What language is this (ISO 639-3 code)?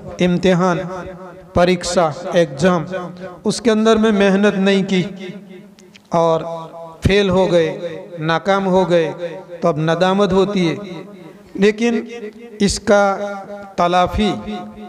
urd